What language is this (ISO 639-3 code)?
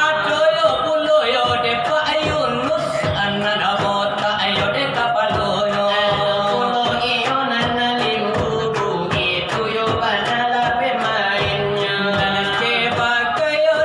min